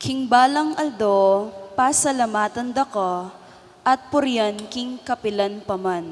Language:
Pampanga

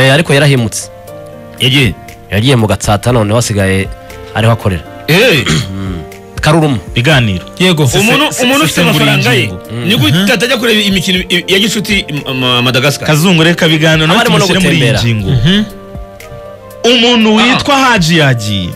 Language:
Kinyarwanda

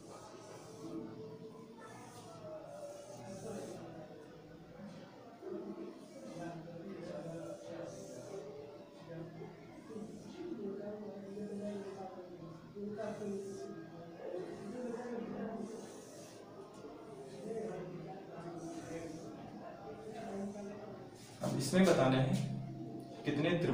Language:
Hindi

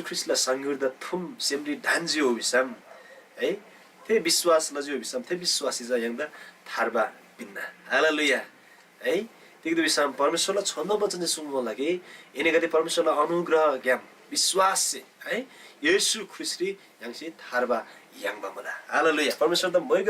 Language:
Eastern Tamang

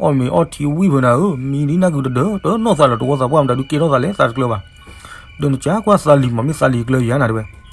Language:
S'gaw Karen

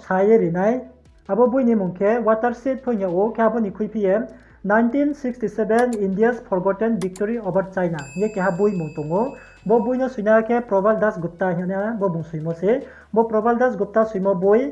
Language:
Riang (India)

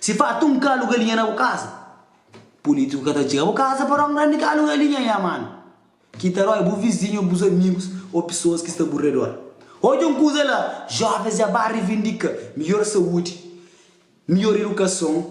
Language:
Kabuverdianu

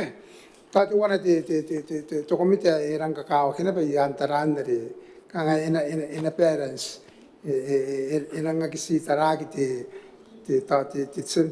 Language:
Gilbertese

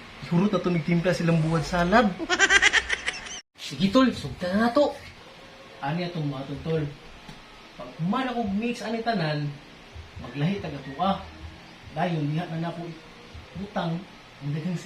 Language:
Cebuano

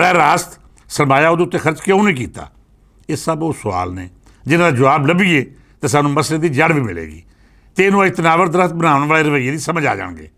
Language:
Western Panjabi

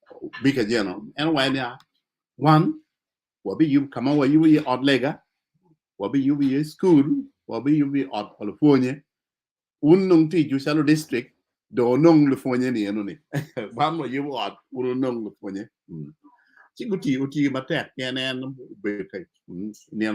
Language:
Acoli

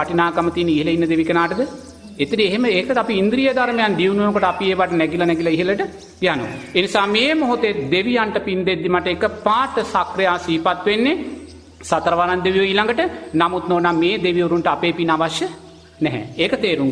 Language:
Sinhala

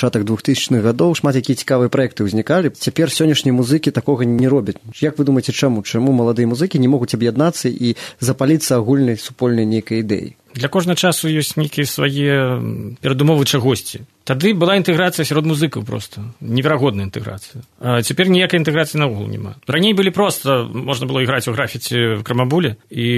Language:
Belarusian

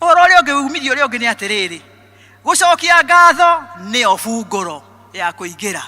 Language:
Kikuyu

